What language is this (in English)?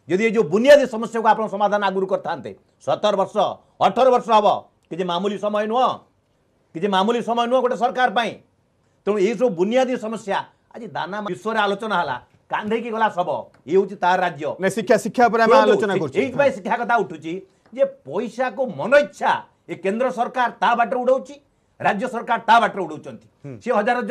Odia